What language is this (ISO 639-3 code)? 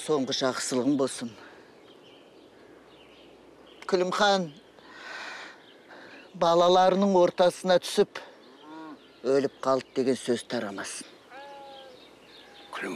kaz